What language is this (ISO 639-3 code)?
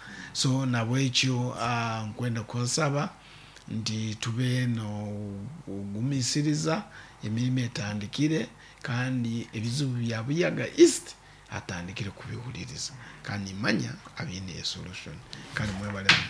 nyn